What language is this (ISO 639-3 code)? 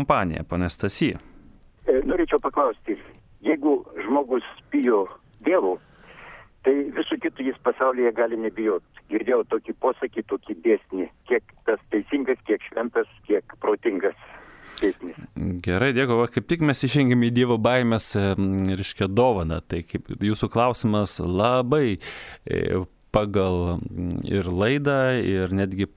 lit